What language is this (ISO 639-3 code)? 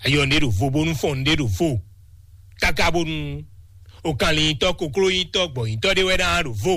fon